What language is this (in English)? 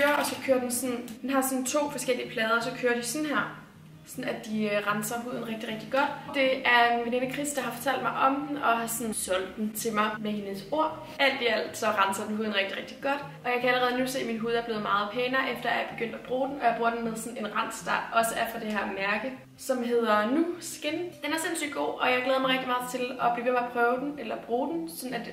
Danish